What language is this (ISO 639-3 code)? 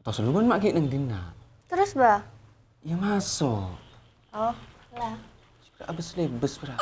mad